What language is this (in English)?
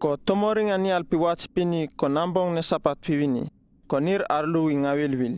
Uripiv-Wala-Rano-Atchin